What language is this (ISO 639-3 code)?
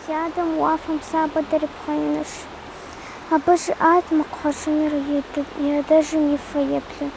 kbd